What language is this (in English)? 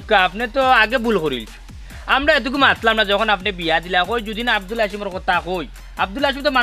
Sylheti